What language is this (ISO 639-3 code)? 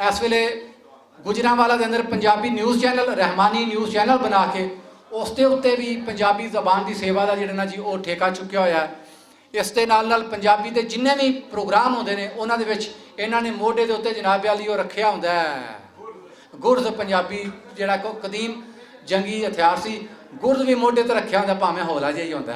lah